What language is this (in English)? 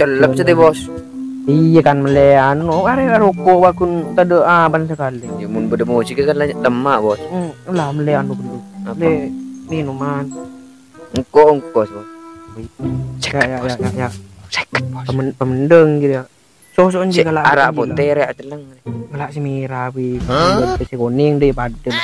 Madurese